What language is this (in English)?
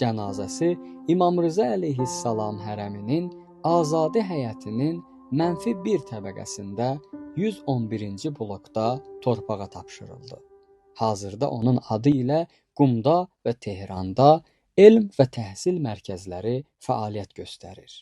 Azerbaijani